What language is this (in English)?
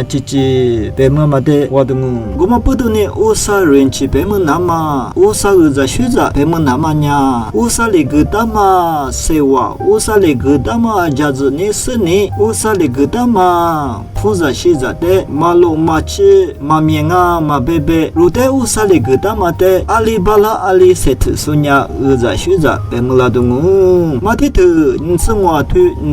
Lisu